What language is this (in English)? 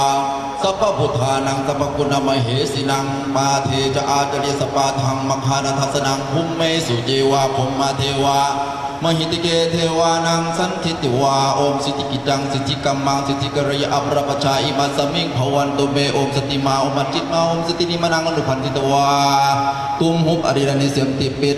Northeastern Thai